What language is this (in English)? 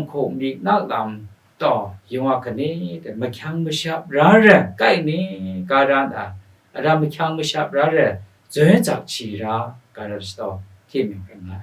Kachin